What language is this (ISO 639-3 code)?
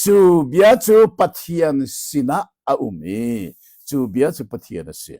cnh